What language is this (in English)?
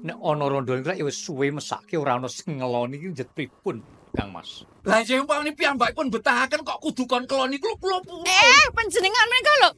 Javanese